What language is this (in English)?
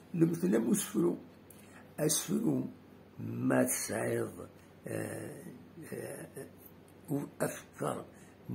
Kabyle